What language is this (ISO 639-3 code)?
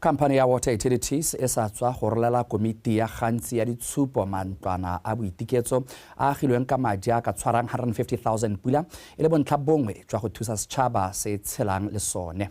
tsn